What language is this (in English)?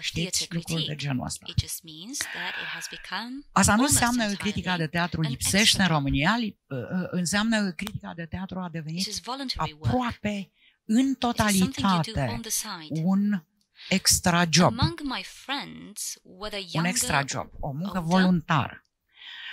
Romanian